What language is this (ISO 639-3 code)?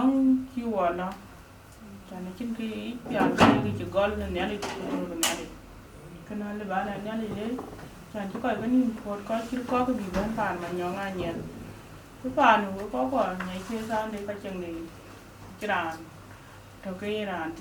din